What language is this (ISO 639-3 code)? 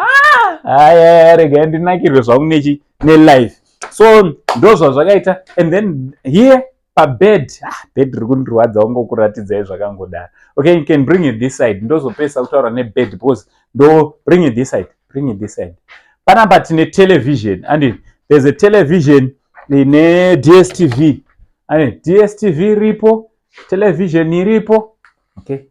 sna